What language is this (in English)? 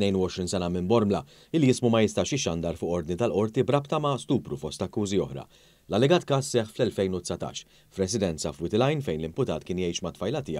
Maltese